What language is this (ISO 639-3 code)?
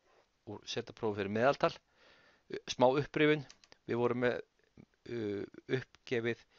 isl